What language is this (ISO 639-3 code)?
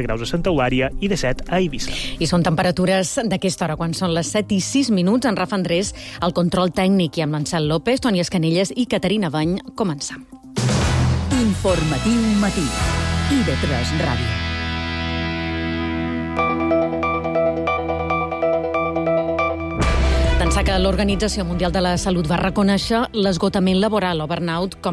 cat